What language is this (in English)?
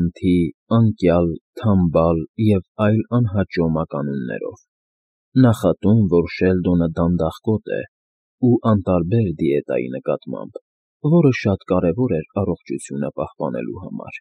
Armenian